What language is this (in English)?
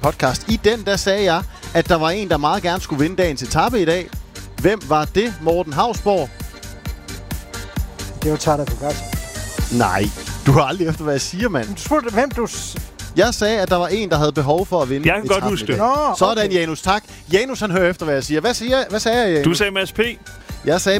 Danish